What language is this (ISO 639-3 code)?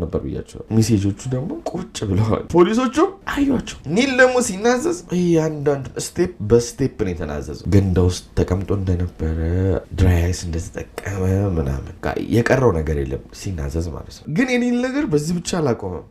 amh